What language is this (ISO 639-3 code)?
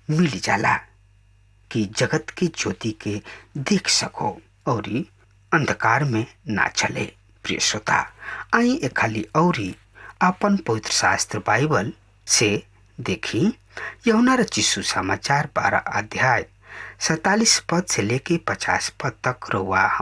bho